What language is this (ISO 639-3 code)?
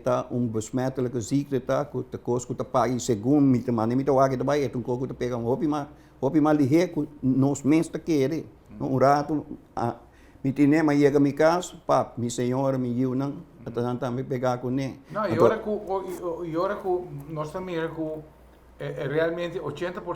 pap